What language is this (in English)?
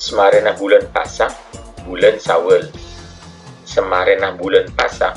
Madurese